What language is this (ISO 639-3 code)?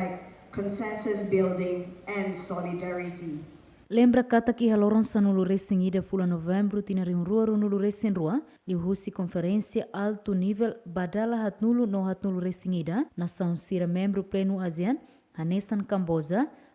tet